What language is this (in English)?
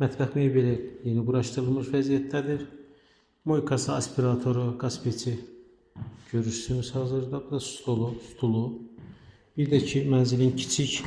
Azerbaijani